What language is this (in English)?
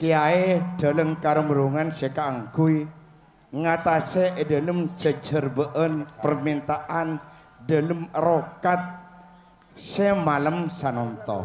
Madurese